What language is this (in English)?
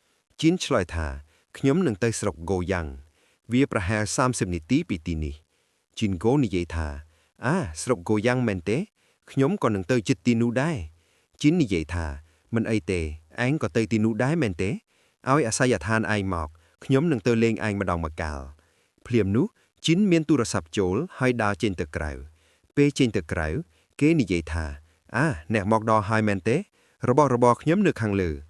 Khmer